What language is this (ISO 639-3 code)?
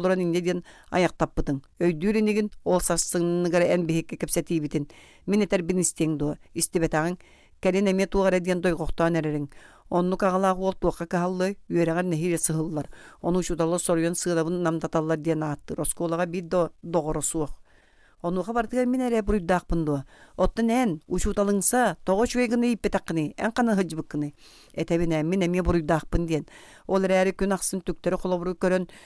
sah